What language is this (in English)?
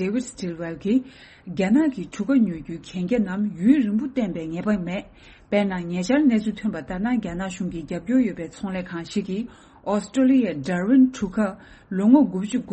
Tibetan